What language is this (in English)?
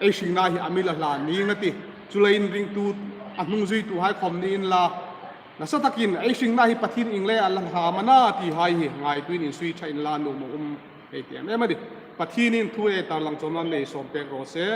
Hmar